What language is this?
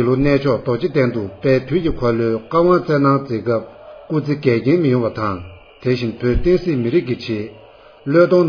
Tibetan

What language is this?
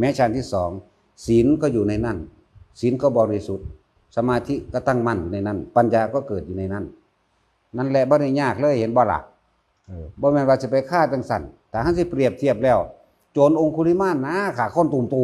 Northeastern Thai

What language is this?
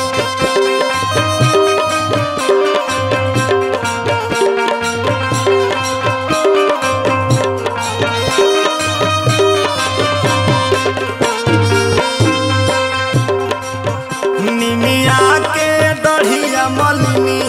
Bhojpuri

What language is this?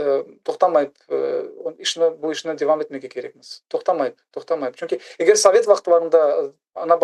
Crimean Tatar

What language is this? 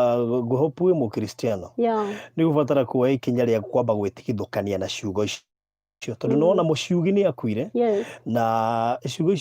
Kikuyu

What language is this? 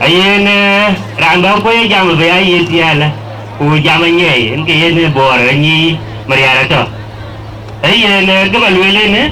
Dinka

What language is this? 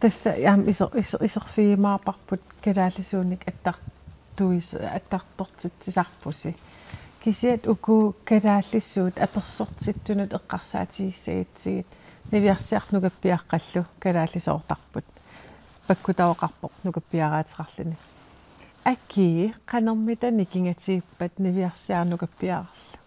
Kalaallisut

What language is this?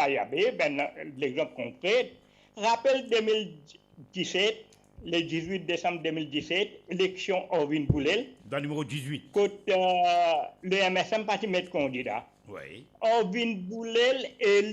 Morisyen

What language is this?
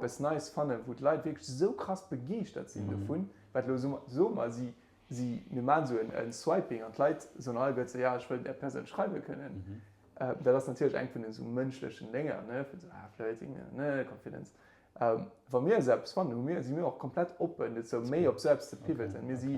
Luxembourgish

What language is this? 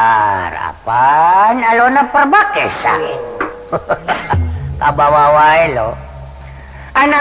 Sundanese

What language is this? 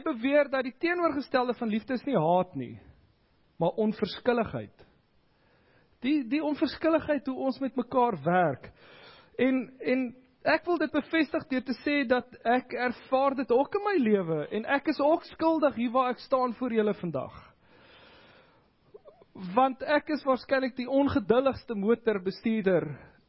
Afrikaans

